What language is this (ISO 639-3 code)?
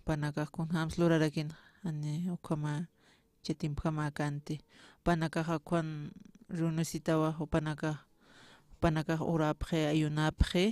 aym